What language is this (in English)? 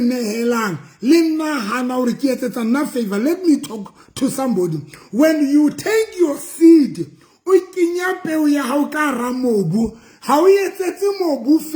Southern Sotho